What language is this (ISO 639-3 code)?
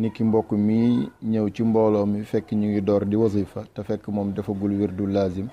wol